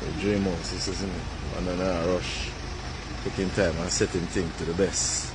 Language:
Jamaican Creole English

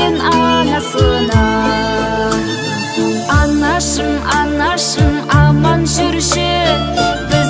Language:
Kazakh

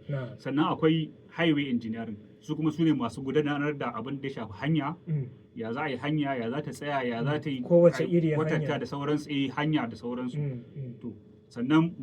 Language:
Hausa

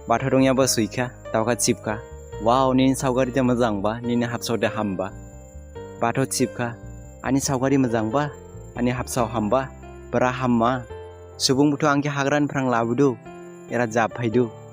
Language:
Dimasa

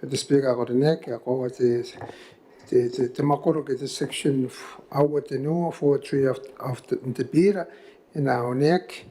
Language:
Gilbertese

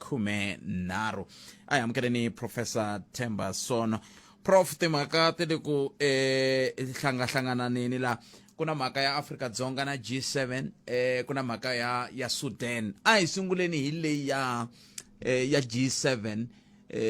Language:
Tsonga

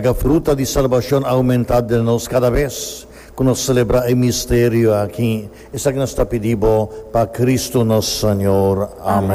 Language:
Papiamento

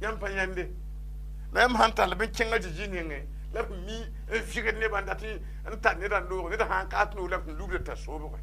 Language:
Mossi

